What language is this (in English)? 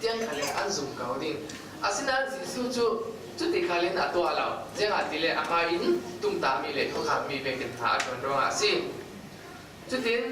Falam Chin